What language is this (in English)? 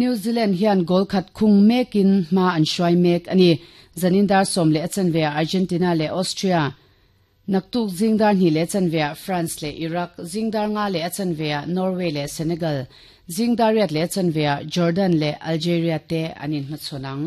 Mizo